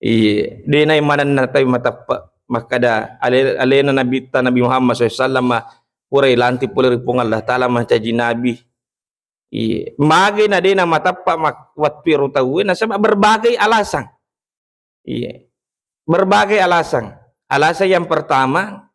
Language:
Buginese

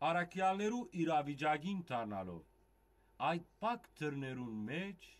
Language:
Western Armenian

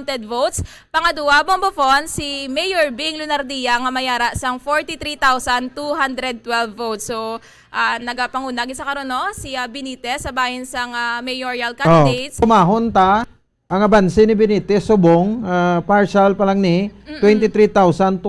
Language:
Hiligaynon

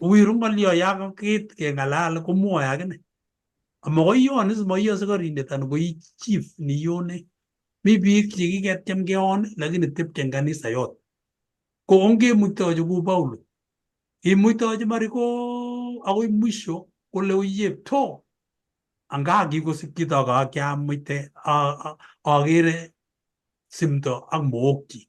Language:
Kalenjin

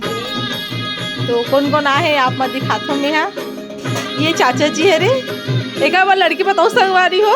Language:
Chhattisgarhi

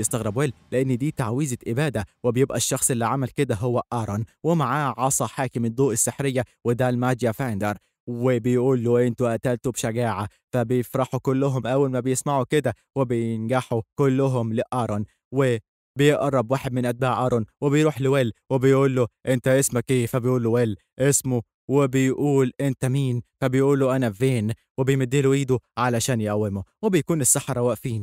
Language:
Egyptian Arabic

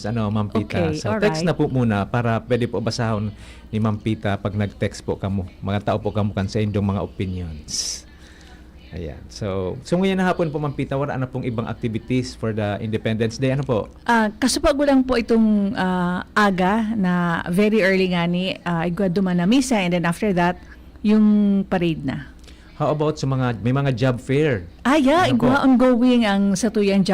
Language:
Bikol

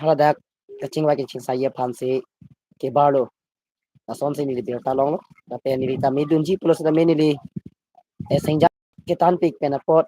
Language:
Karbi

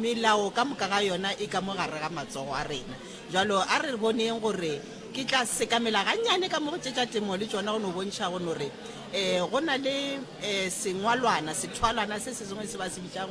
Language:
Northern Sotho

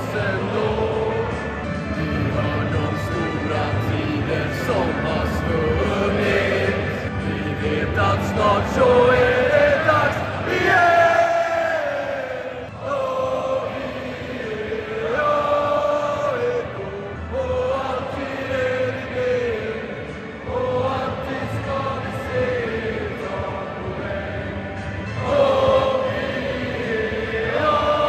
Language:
Swedish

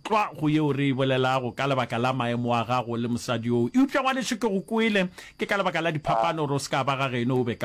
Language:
Northern Sotho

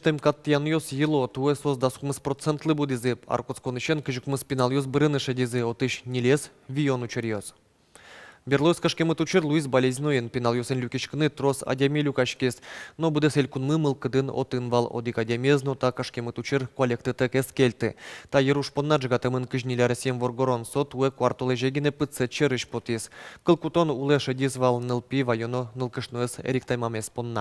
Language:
Udmurt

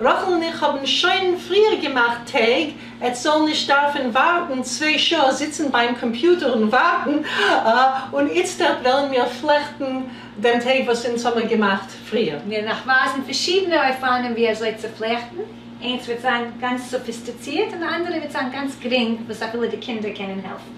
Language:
Yiddish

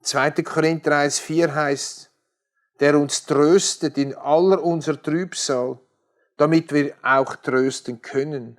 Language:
Swiss German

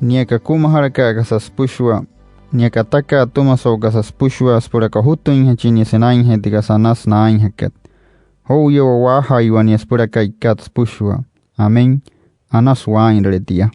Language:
Wayuu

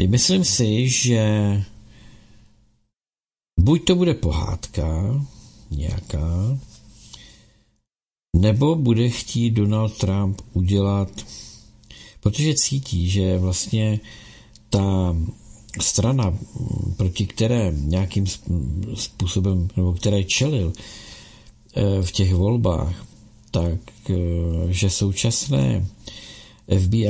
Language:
Czech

